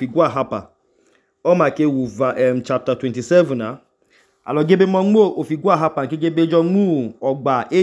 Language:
Idoma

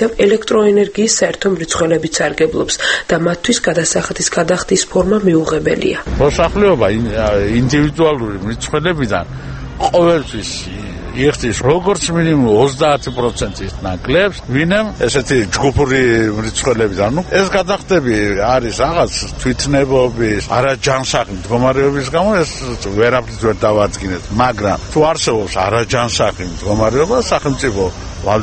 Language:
Georgian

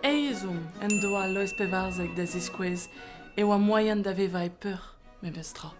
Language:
Breton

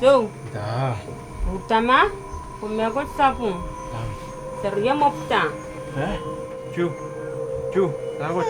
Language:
Pohnpeian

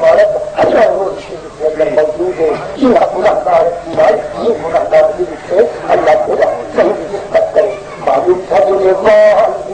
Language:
Saraiki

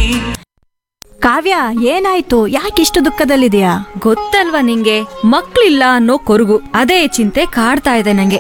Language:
Kannada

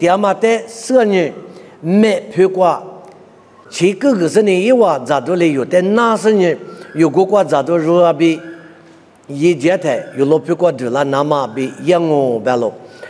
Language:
Lisu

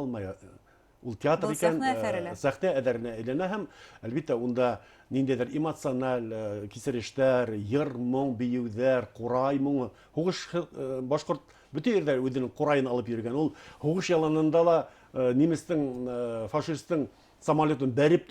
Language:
Bashkir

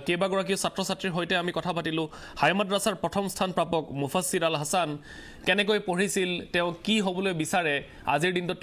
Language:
Assamese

